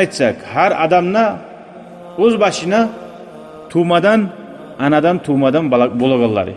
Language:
Kumyk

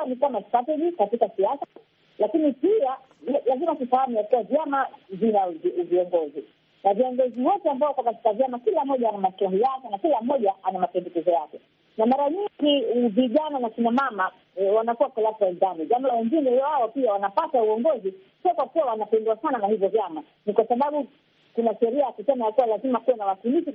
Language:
Swahili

